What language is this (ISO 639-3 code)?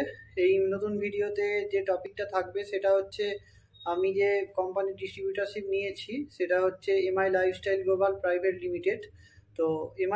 ben